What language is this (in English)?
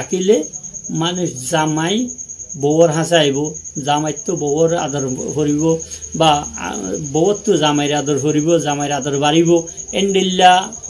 Rohingya